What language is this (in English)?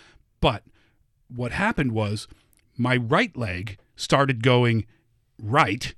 English